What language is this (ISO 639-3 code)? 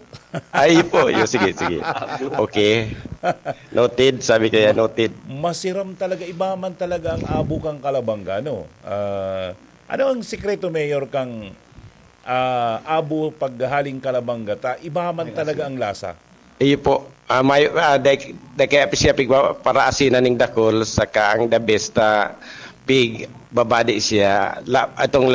bik